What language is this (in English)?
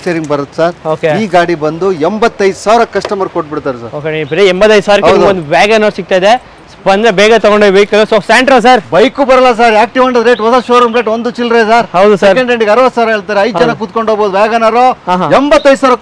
Kannada